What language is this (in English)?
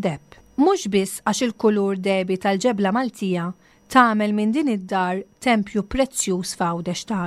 Maltese